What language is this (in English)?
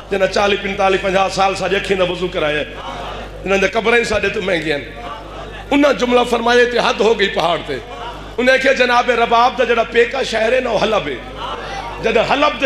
Saraiki